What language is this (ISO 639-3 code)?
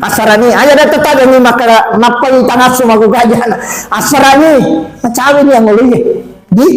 bug